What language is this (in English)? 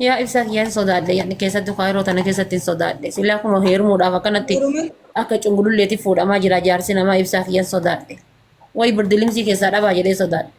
Oromo